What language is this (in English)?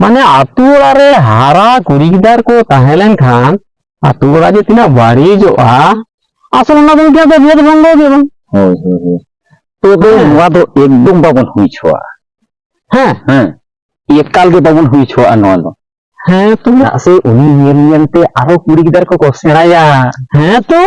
Santali